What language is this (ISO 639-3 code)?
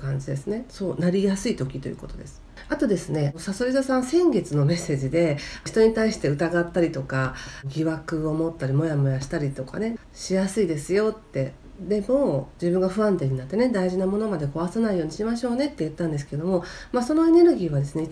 jpn